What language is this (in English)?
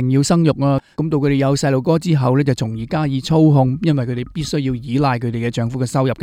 Cantonese